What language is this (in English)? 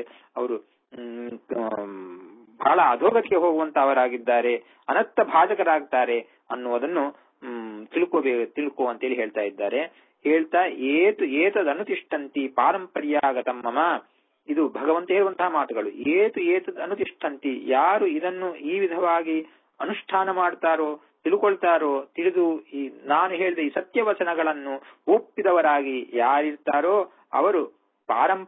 Kannada